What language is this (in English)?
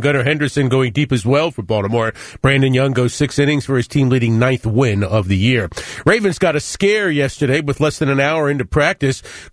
English